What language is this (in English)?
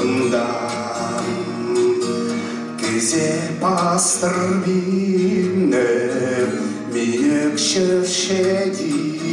Khakas